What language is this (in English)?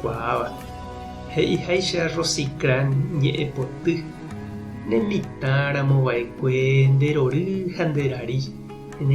Guarani